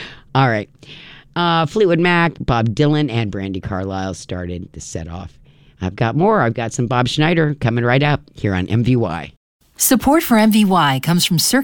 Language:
English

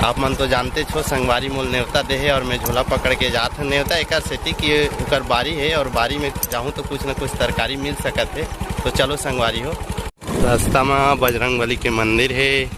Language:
Chhattisgarhi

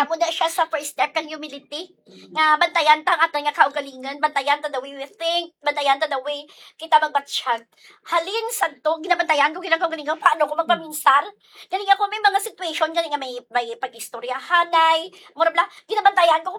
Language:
Hiligaynon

